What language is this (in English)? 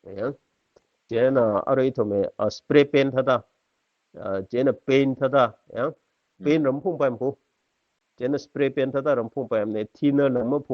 Tangkhul Naga (India)